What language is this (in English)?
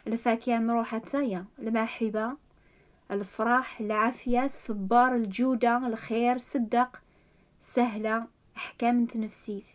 Kabyle